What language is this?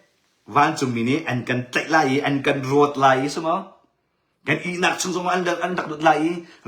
Hakha Chin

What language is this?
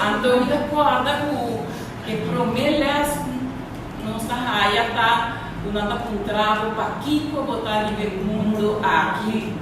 Papiamento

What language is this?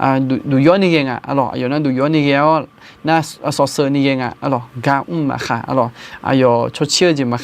Akha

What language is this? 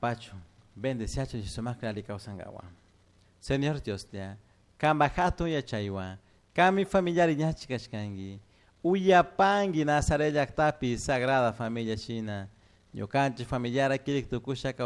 Chimborazo Highland Quichua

